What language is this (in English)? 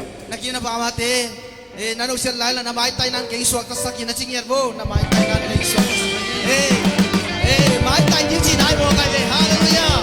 Tedim Chin